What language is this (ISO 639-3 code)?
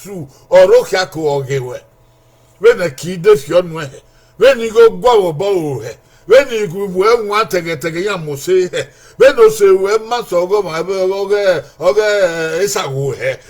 bin